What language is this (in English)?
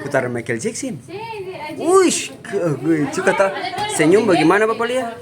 Ambonese Malay